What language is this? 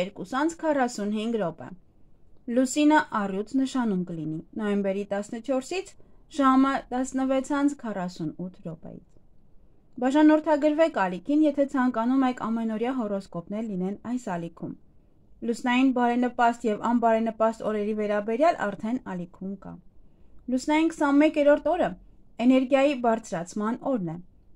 Armenian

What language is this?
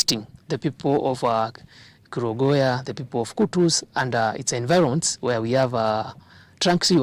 Kamba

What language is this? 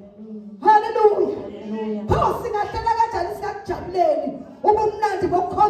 Zulu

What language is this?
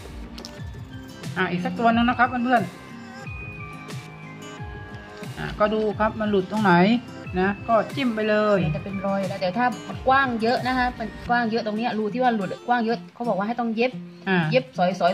Thai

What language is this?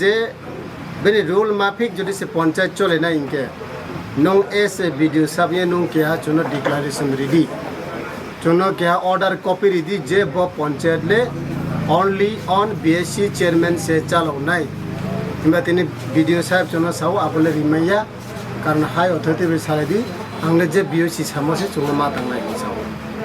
Kok Borok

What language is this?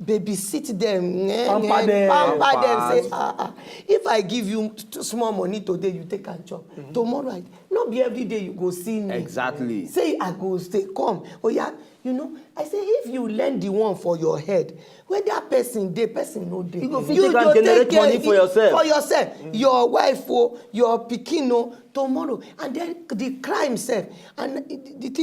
Nigerian Pidgin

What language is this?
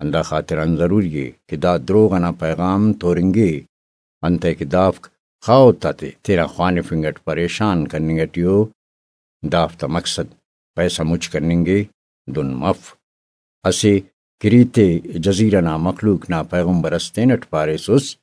Brahui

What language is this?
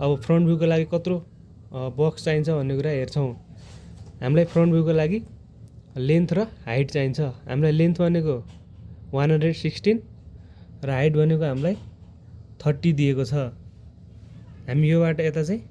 Nepali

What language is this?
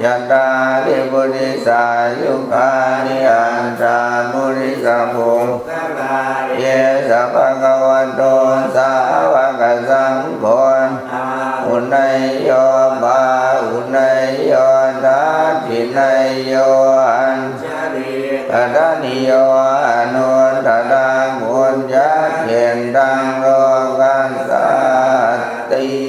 Pali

